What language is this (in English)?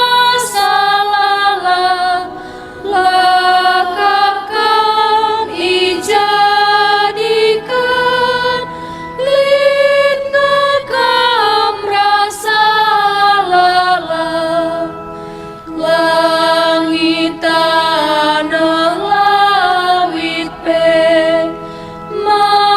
Batak Karo